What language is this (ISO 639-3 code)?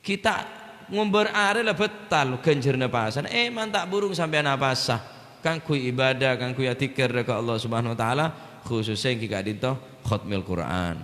mad